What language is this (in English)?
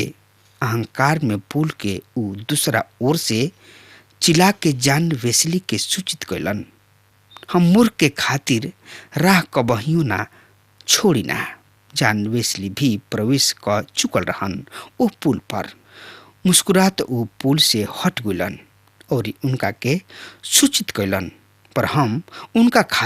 Bhojpuri